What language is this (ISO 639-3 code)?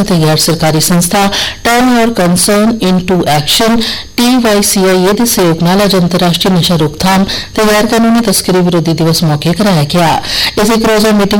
pan